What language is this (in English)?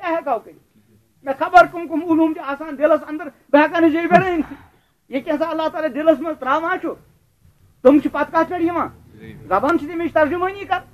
Kashmiri